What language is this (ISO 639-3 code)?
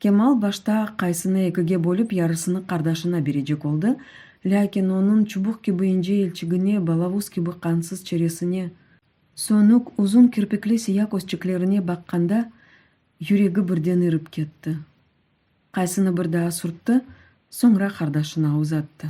crh